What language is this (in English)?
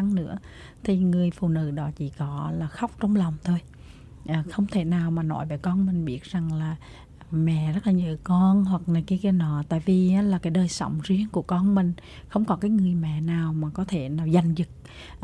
Vietnamese